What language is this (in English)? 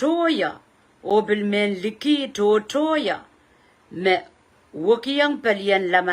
Pohnpeian